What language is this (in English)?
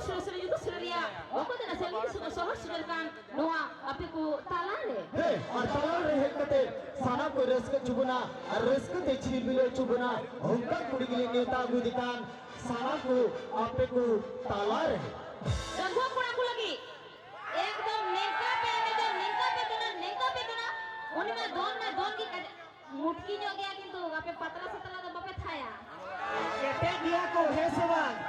Santali